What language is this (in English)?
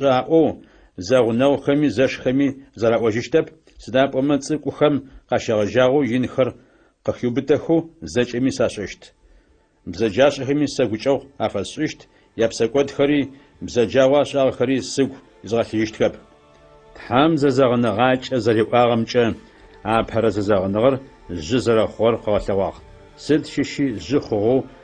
Adyghe